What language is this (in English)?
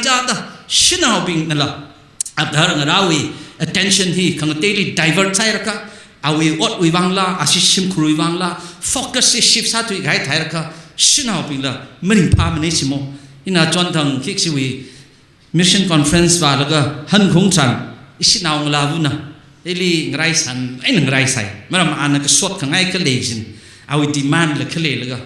Tangkhul Naga (India)